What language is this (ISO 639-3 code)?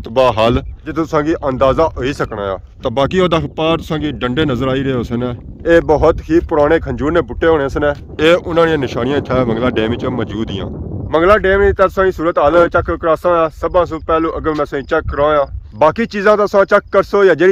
phr